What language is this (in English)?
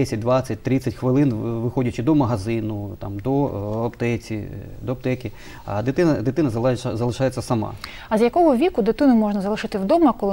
Ukrainian